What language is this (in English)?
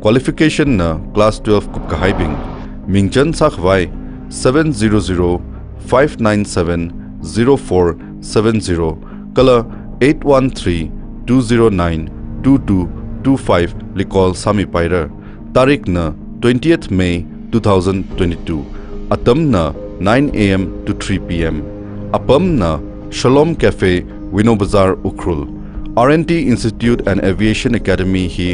Tangkhul Naga (India)